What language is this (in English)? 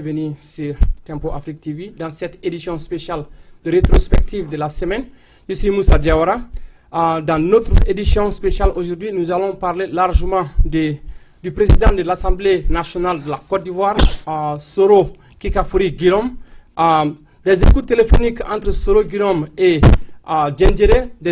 French